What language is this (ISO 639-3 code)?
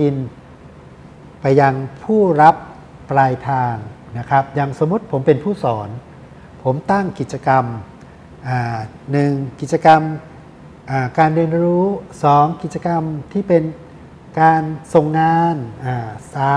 tha